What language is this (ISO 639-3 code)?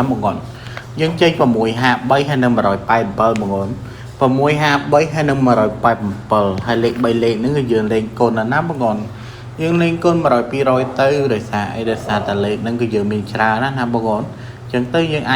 khm